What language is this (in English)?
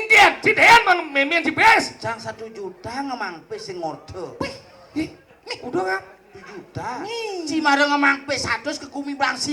Balinese